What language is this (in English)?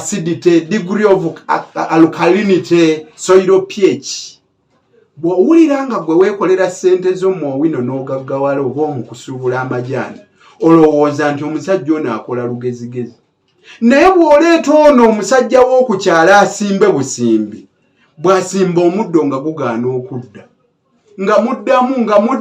Ganda